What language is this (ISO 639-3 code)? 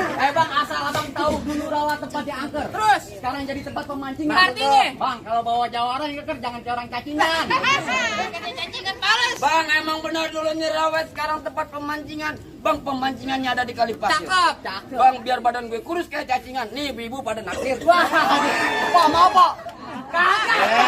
bew